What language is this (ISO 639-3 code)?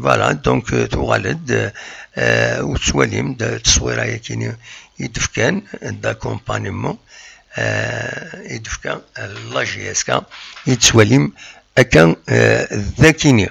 kab